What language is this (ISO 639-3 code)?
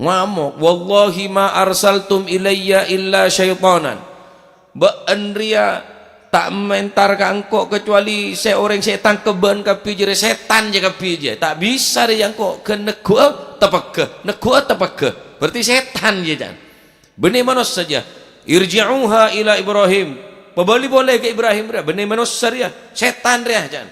mad